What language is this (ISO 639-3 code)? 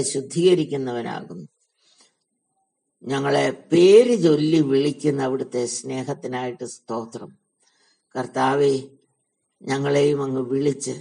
mal